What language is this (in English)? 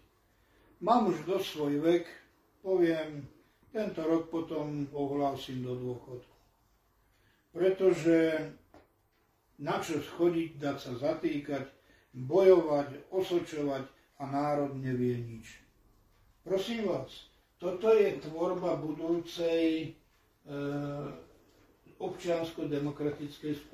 Slovak